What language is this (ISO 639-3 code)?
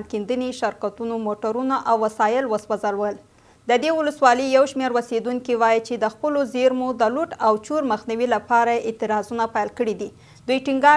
pus